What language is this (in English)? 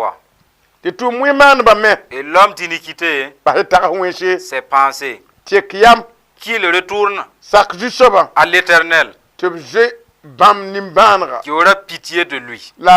Mossi